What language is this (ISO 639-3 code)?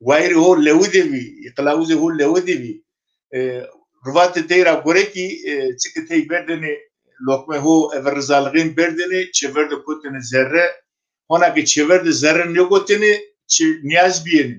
zza